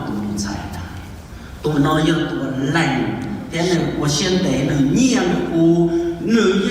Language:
Hmong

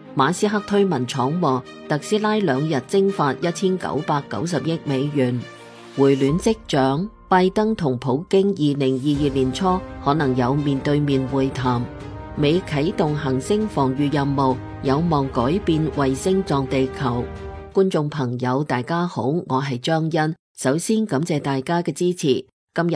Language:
Cantonese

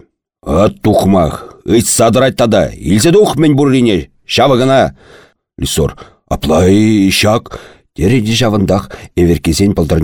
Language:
Chuvash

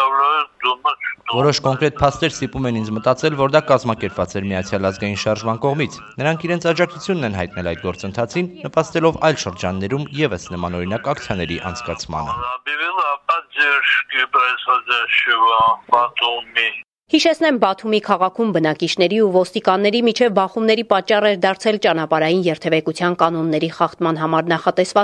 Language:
Armenian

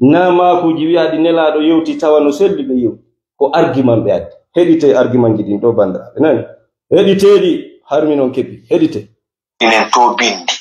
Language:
Fula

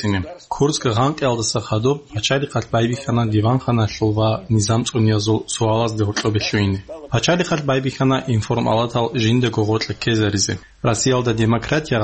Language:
Avaric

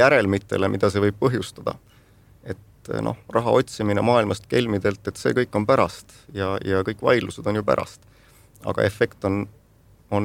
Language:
Estonian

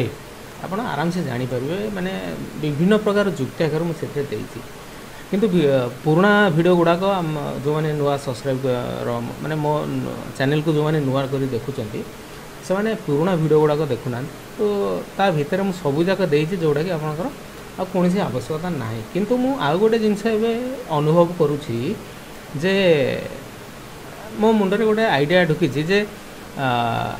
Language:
Odia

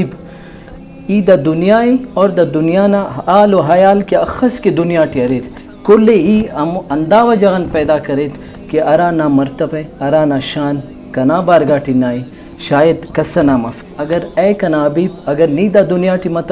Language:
Brahui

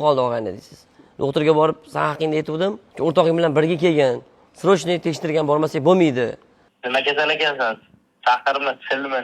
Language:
Uzbek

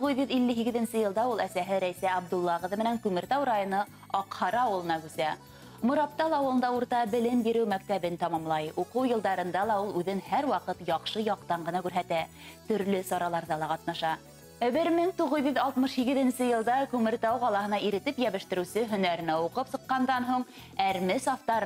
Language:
Bashkir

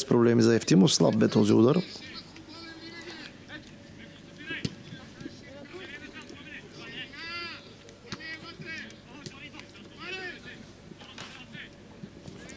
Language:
Bulgarian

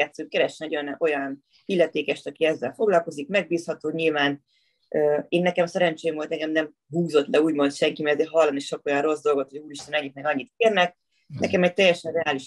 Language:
Hungarian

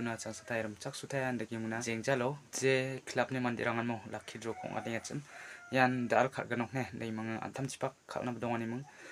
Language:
Garo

